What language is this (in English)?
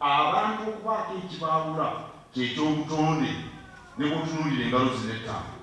Ganda